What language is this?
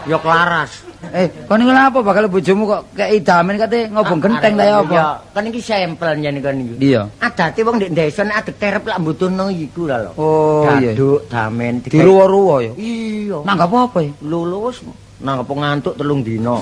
Javanese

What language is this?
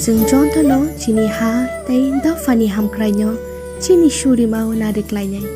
Kok Borok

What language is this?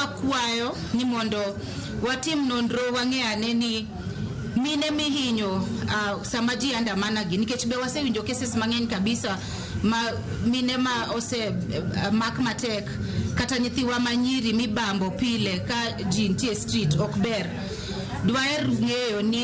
Luo (Kenya and Tanzania)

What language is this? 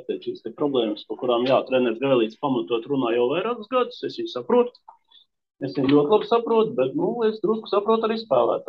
Latvian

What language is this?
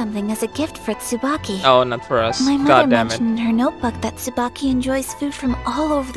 English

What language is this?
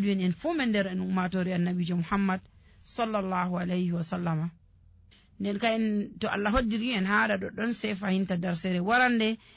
Nigerian Fulfulde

